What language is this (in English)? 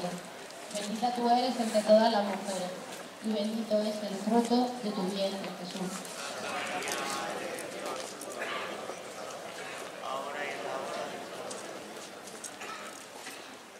Spanish